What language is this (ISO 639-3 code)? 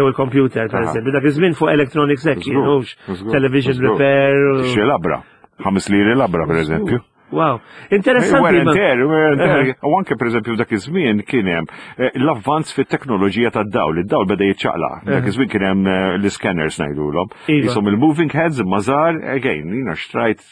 mlt